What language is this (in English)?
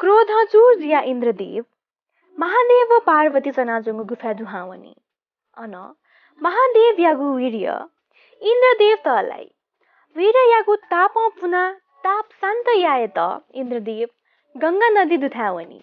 Newari